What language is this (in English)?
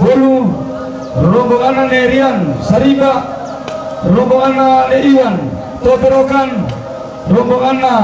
Toraja-Sa'dan